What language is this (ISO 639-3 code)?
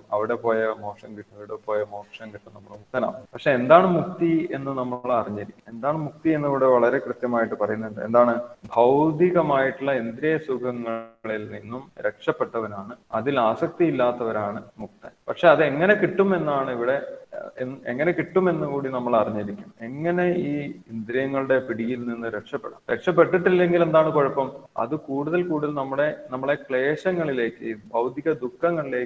mal